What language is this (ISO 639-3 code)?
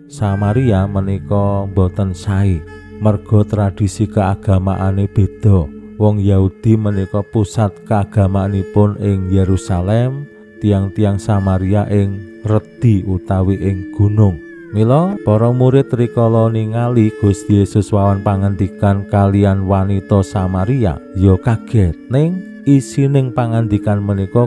jav